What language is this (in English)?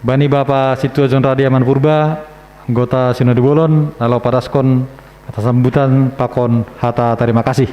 Batak Simalungun